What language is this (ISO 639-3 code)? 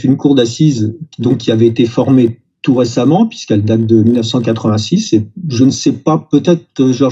fra